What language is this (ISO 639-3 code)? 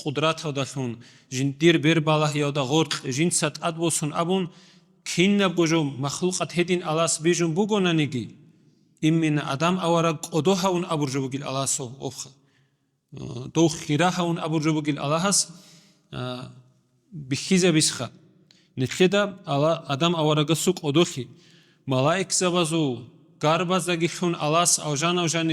ava